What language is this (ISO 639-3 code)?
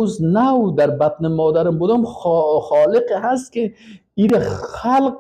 fas